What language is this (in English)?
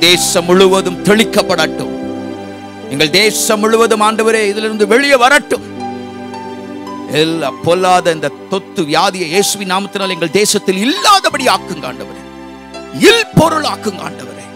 Tamil